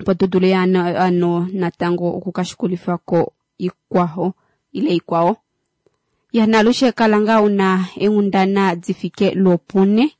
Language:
Kuanyama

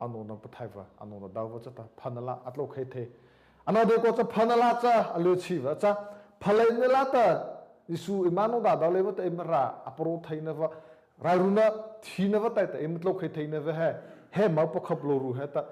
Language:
Mara Chin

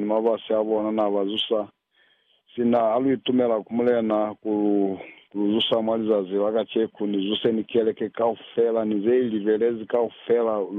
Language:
Lozi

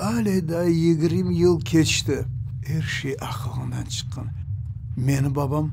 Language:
Crimean Tatar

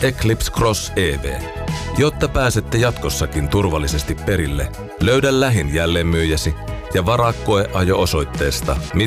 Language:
Finnish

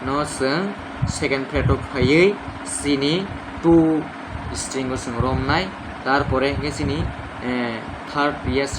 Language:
Kok Borok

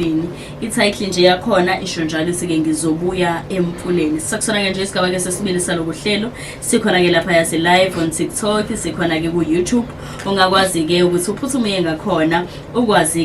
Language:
Zulu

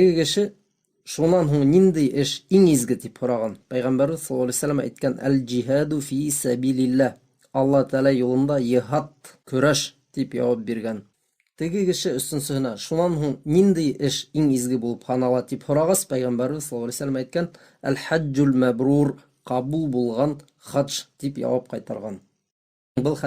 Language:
Bashkir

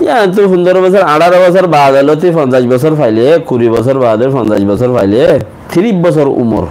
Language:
Rohingya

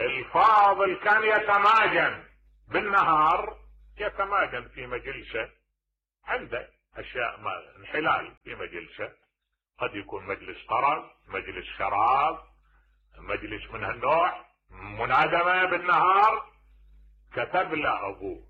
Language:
Mesopotamian Arabic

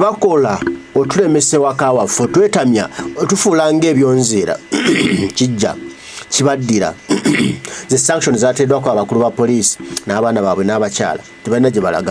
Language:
Ganda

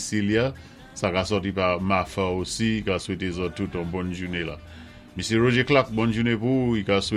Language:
Saint Lucian Creole French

